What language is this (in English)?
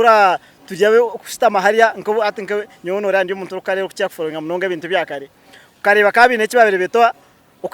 Nyankole